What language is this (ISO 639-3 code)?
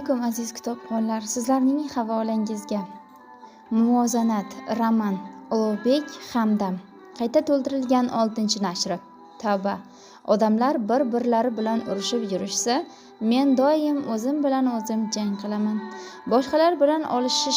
uzb